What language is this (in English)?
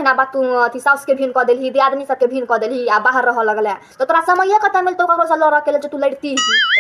Maithili